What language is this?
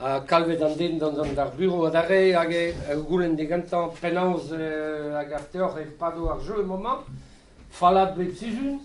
Breton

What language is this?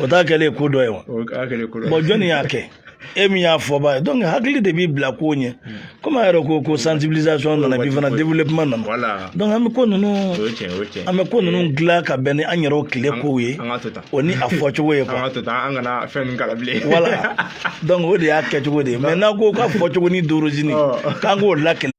Bambara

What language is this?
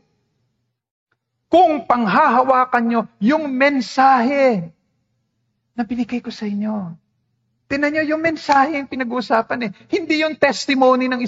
Filipino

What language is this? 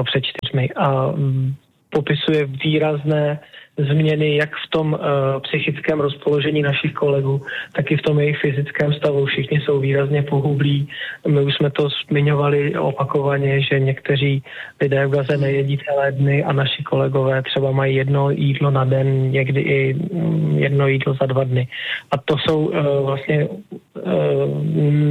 Czech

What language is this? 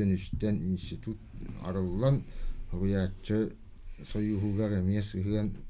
Yakut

